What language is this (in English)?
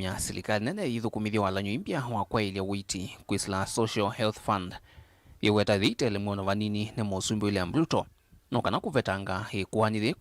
Kamba